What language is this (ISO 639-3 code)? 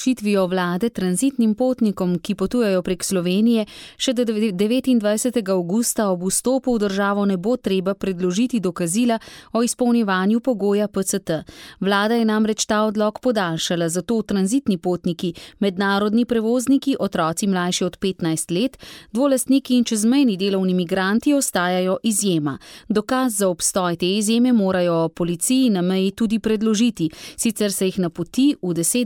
slv